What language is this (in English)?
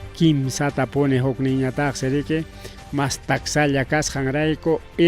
Ayacucho Quechua